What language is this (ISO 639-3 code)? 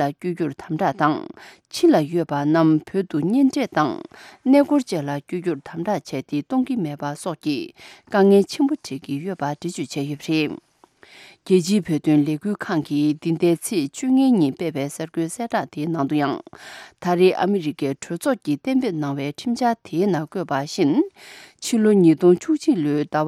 bod